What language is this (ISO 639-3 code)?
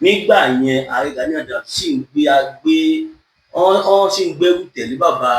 yor